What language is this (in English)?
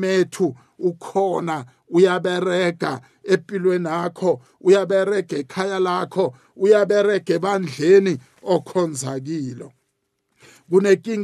South Ndebele